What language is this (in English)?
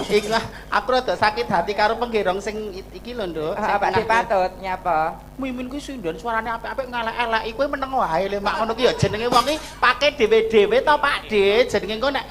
Javanese